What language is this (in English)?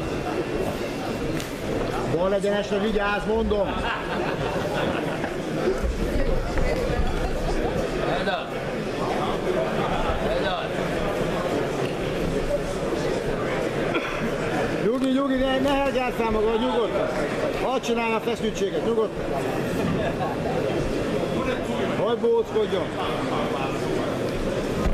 Hungarian